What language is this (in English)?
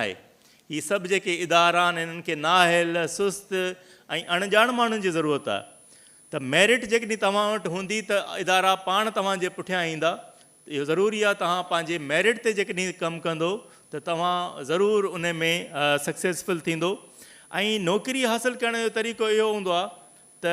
Sindhi